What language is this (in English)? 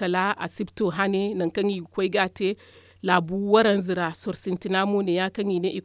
Zarma